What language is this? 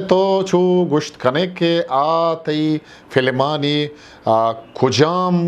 Eastern Balochi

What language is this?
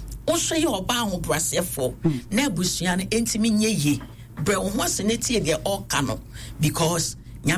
Akan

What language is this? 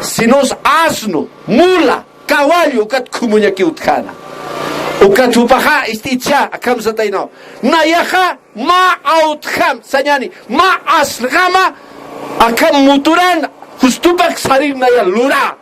Aymara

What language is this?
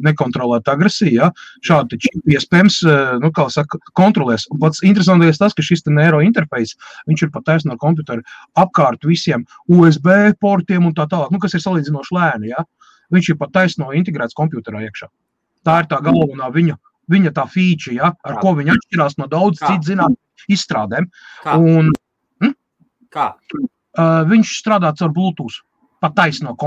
Latvian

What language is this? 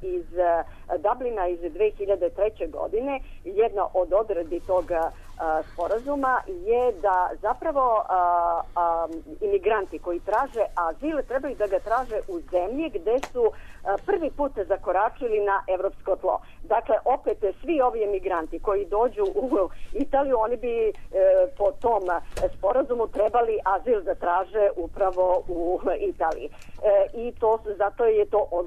Serbian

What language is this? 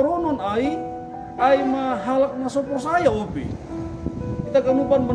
Batak Simalungun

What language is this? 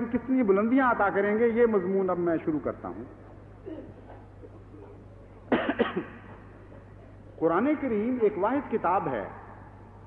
Urdu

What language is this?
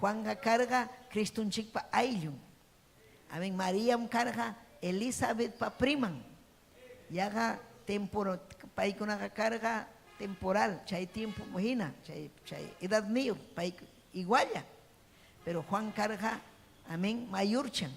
Ayacucho Quechua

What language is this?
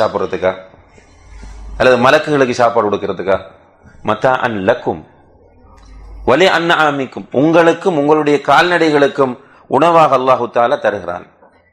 Tamil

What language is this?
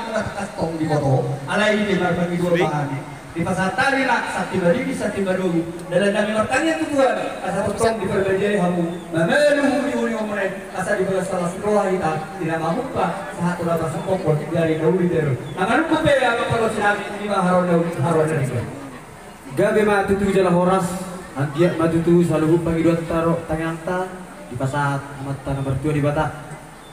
Batak Toba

